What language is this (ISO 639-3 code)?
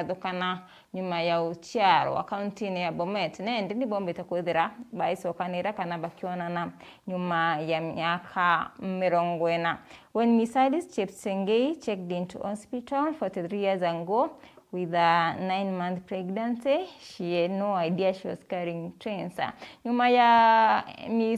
mer